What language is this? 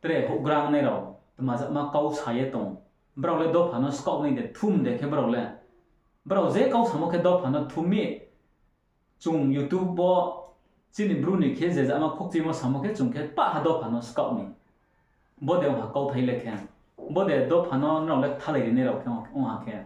Riang (India)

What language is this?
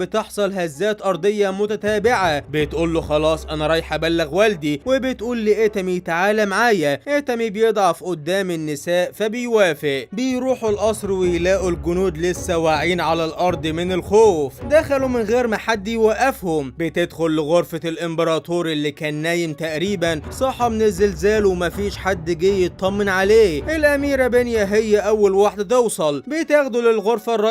Egyptian Arabic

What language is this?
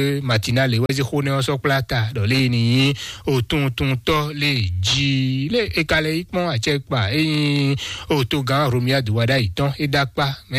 Fon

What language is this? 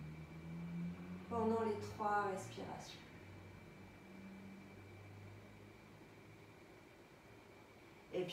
French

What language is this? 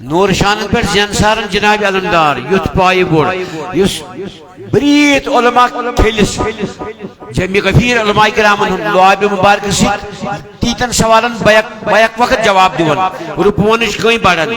Kashmiri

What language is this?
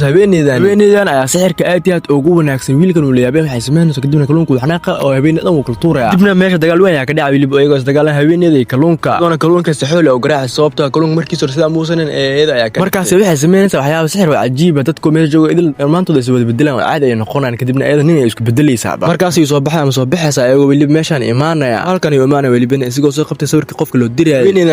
Somali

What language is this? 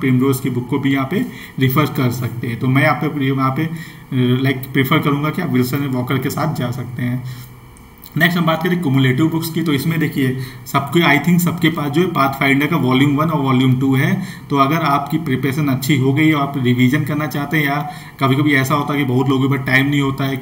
Hindi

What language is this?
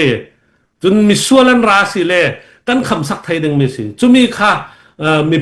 Hakha Chin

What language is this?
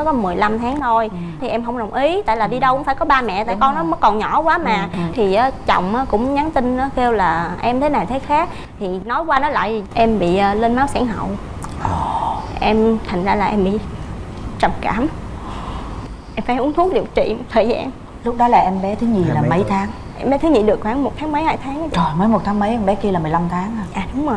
Vietnamese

